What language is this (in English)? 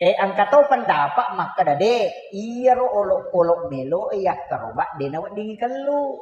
Buginese